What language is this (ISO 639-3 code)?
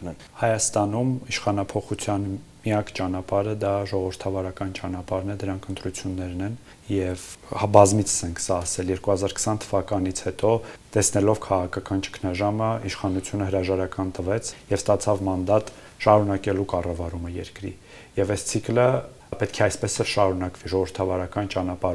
hye